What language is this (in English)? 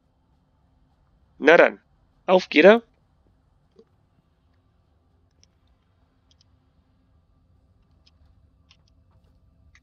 German